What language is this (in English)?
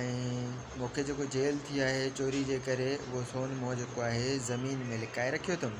Sindhi